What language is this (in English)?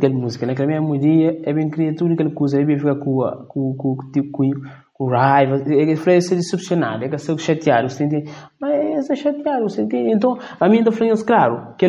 Kabuverdianu